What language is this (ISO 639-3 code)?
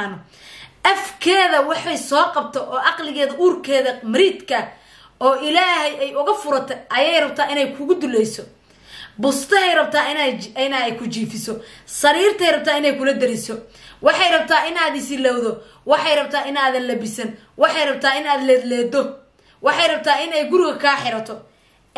som